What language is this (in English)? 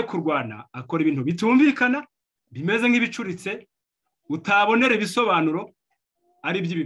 Kinyarwanda